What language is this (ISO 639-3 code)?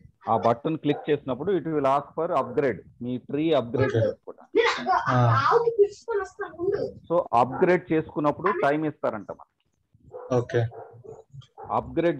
tel